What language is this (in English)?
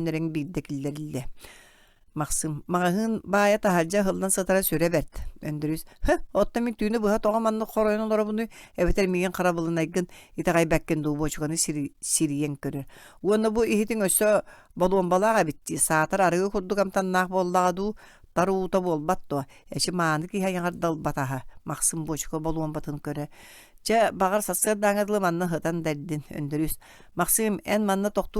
Yakut